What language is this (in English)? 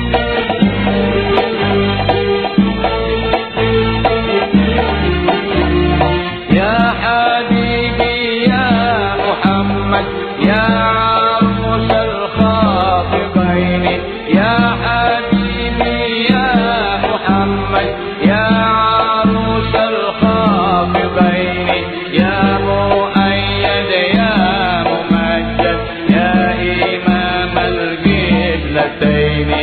Arabic